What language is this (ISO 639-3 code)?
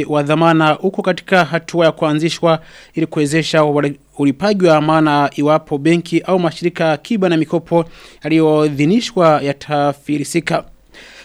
swa